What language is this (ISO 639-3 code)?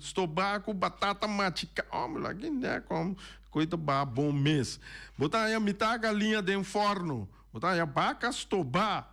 pap